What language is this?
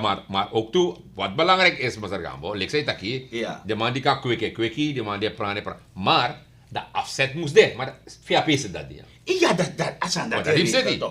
Sranan Tongo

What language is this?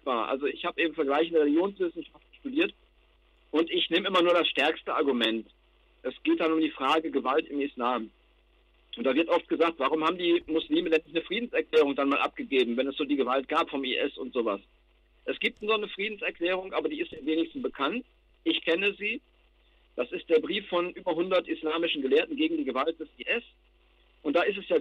German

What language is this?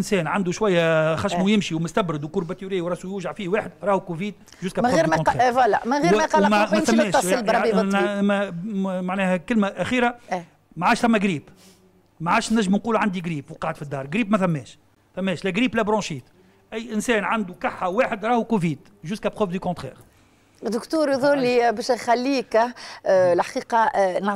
Tunisian Arabic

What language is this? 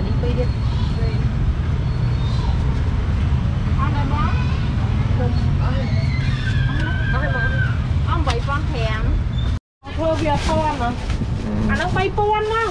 Vietnamese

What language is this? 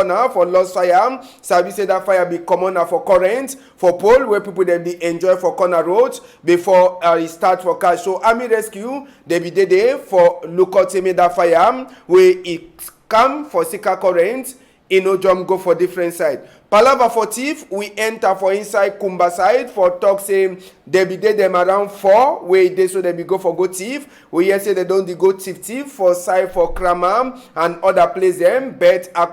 Cameroon Pidgin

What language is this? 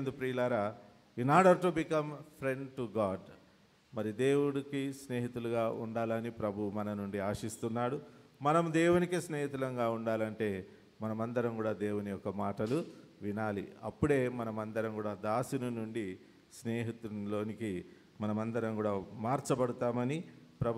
Telugu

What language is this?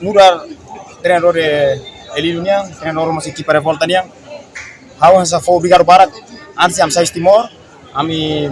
Tetum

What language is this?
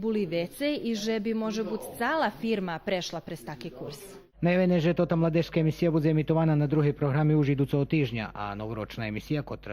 Rusyn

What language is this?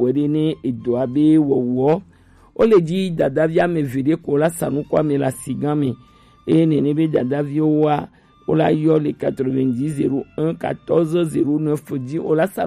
Gen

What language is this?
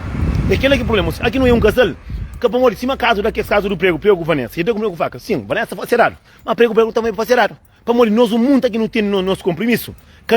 Kabuverdianu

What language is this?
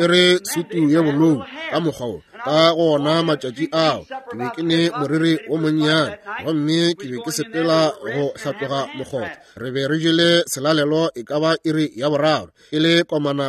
Northern Sotho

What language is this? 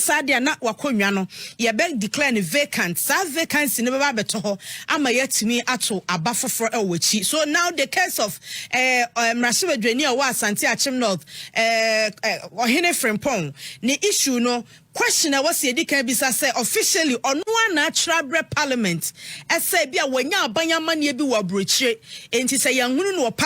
Akan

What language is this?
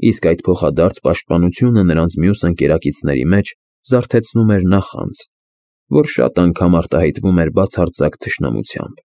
Armenian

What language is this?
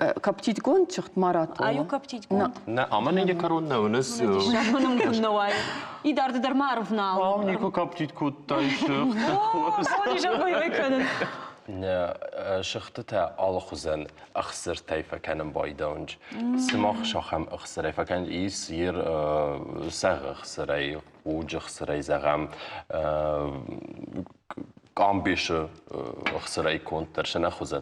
Ossetic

